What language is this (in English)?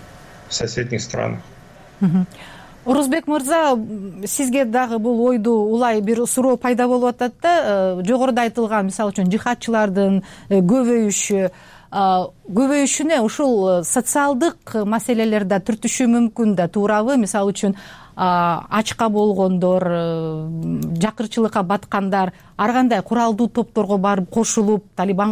Kyrgyz